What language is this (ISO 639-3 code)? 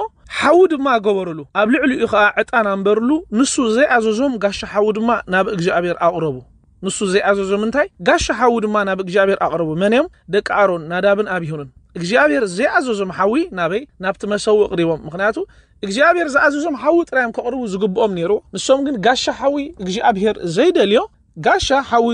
tir